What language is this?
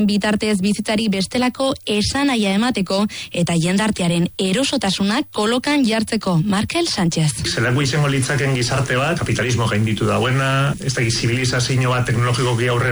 Basque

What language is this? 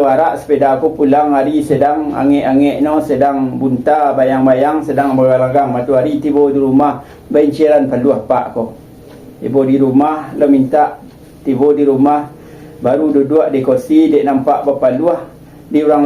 Minangkabau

